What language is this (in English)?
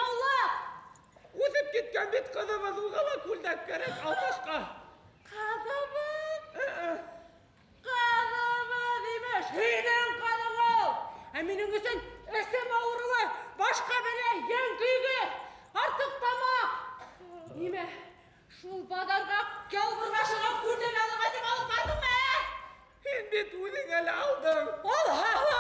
Bashkir